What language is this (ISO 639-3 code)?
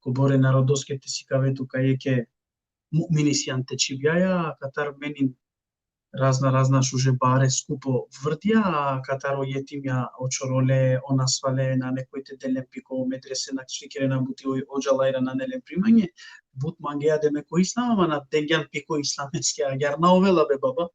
rmn